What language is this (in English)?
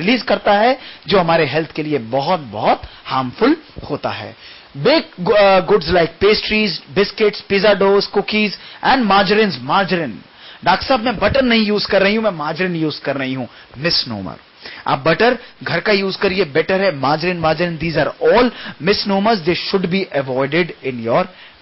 Hindi